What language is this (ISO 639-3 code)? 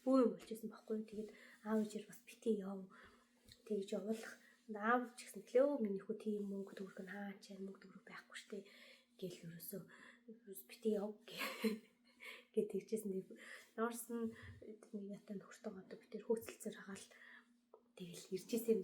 mon